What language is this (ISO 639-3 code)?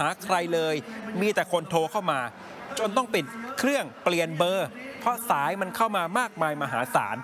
tha